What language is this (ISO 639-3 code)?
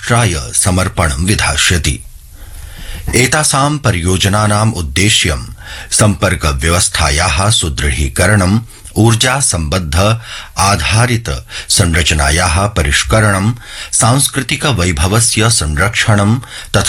san